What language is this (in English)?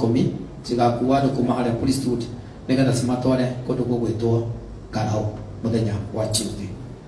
Kikuyu